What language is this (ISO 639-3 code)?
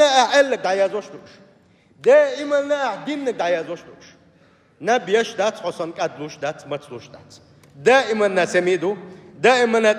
che